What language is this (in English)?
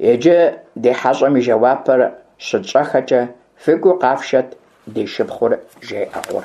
Kabardian